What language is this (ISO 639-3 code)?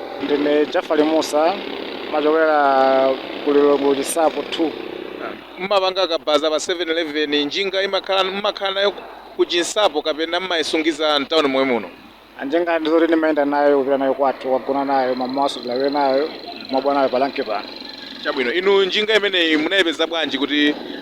nya